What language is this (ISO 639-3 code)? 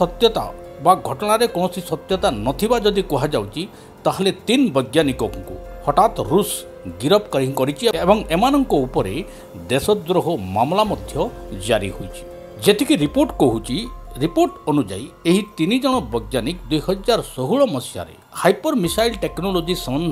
ori